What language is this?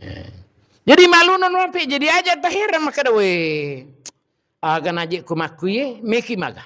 Buginese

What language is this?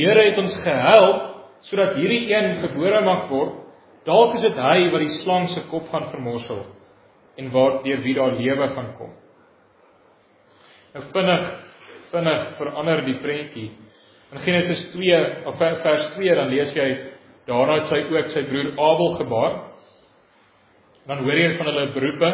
Afrikaans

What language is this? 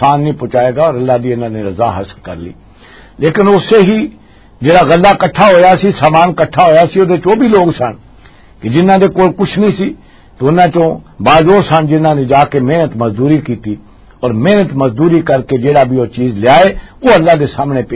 Western Panjabi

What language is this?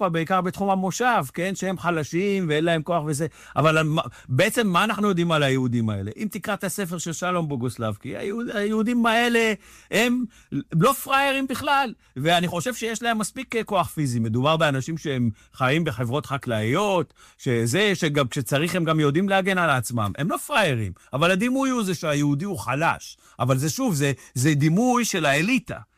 Hebrew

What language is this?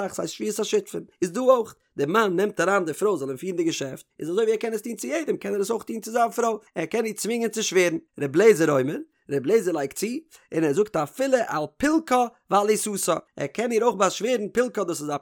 Yiddish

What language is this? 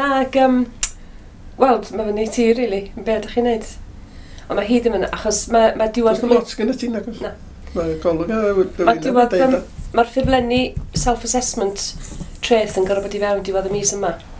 Welsh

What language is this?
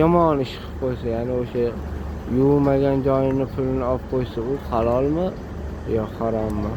Uzbek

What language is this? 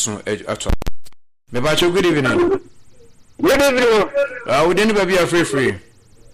Akan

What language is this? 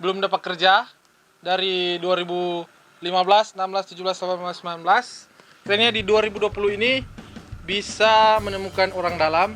Manado Malay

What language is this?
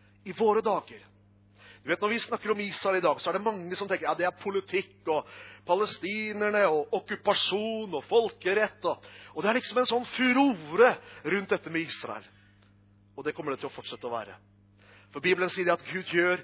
Norwegian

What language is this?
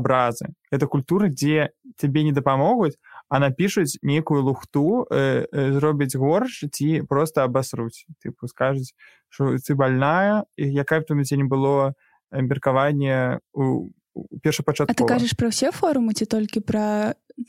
Belarusian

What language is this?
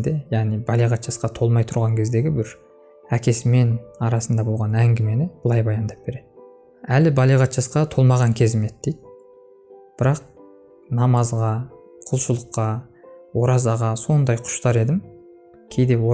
Kazakh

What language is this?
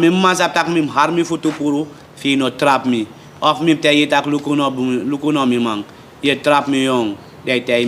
Sranan Tongo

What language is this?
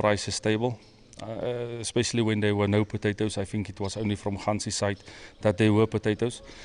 Tswana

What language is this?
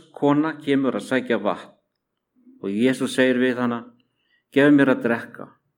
Icelandic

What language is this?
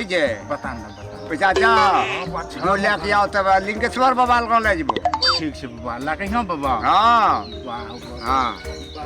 Maithili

